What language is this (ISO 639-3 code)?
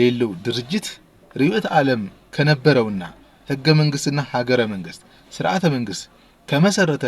amh